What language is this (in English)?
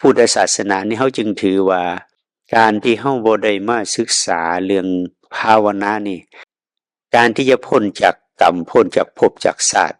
Northeastern Thai